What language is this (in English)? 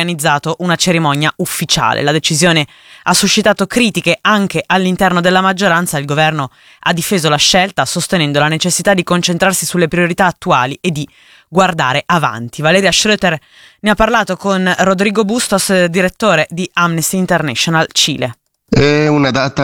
Italian